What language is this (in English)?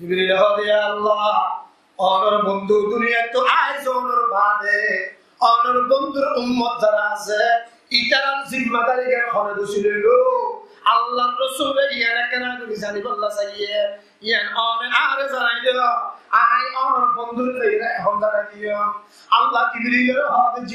Rohingya